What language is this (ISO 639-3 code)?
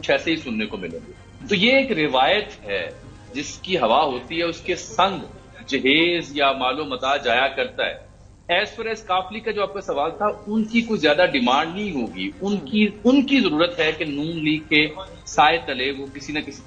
urd